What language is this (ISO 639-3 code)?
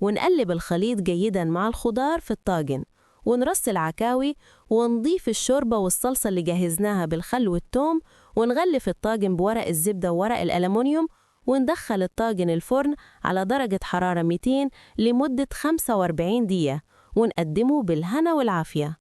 arz